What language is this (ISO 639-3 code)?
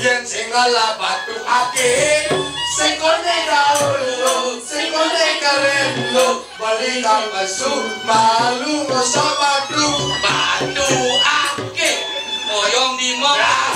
ban